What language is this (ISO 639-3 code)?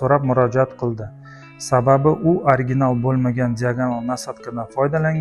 uzb